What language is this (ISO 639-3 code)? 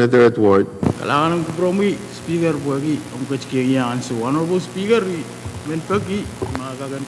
pon